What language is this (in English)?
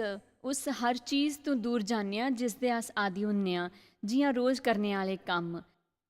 Dogri